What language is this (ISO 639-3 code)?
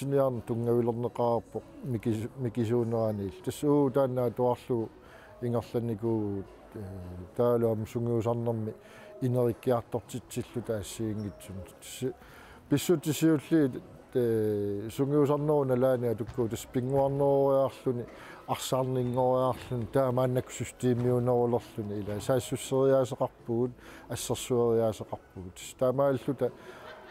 kal